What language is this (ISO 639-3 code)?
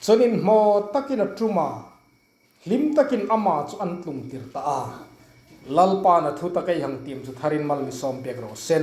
hmr